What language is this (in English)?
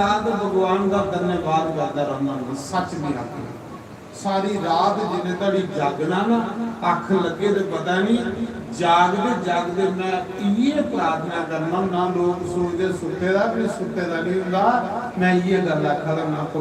Dogri